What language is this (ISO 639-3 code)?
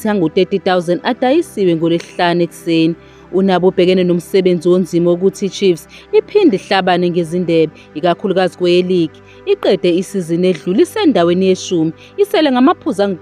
zul